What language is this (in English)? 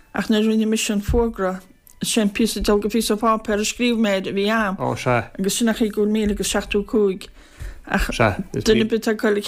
Irish